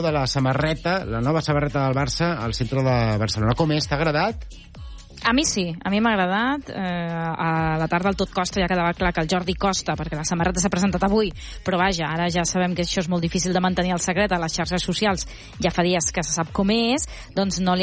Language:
Catalan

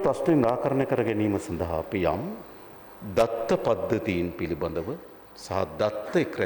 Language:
Sinhala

